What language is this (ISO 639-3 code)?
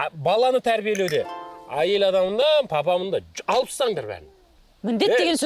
kaz